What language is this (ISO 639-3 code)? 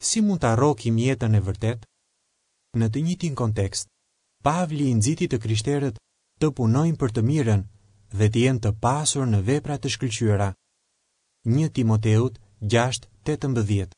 sqi